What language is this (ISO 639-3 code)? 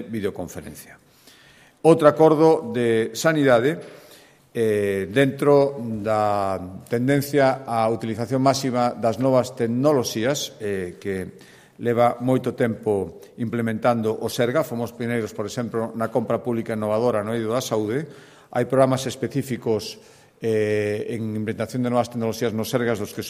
glg